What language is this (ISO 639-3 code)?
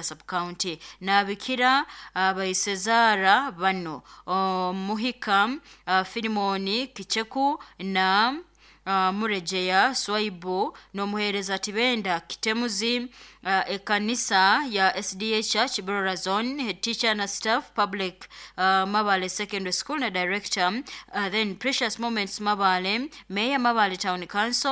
nyo